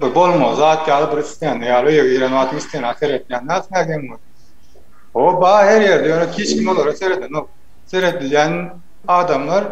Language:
Turkmen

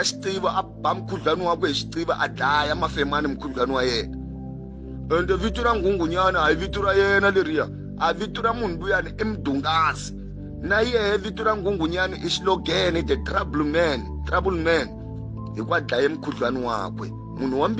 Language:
Tsonga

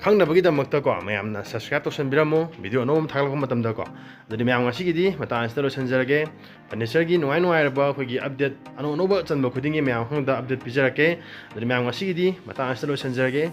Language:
Manipuri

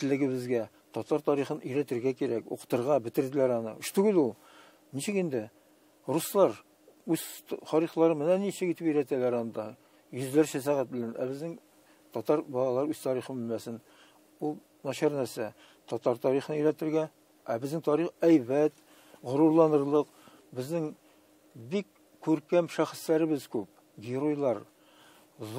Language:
Tatar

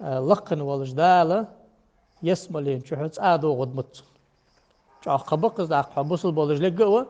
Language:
Ingush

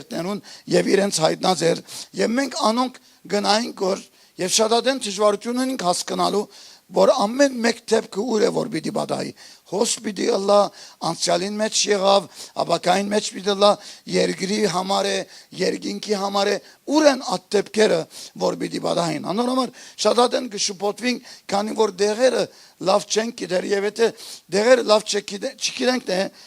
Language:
Western Armenian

